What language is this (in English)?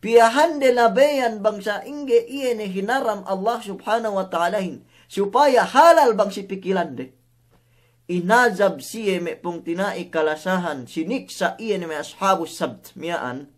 Yakan